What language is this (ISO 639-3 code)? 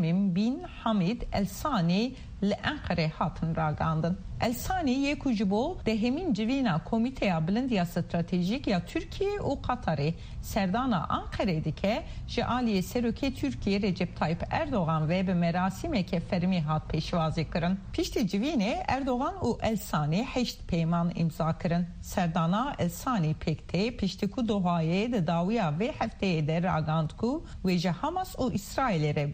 kur